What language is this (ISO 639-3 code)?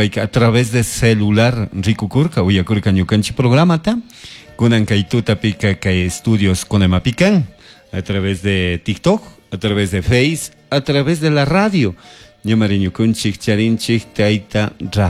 qug